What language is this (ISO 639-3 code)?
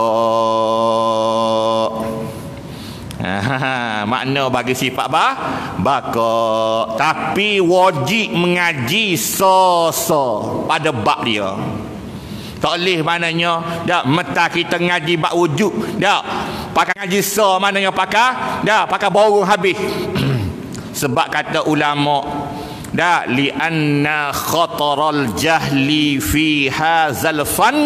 msa